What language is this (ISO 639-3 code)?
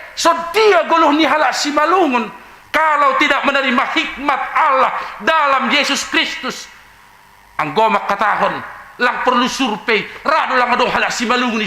bts